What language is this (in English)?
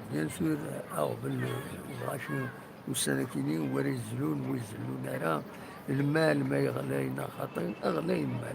Kabyle